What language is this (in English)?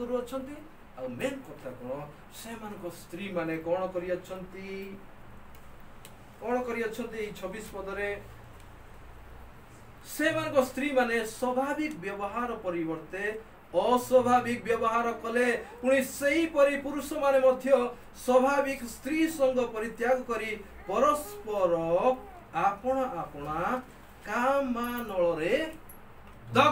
Odia